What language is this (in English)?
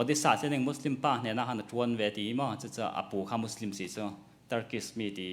Hakha Chin